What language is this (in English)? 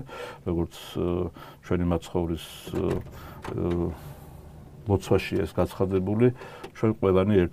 Georgian